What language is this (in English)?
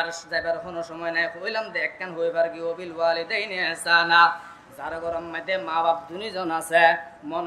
Rohingya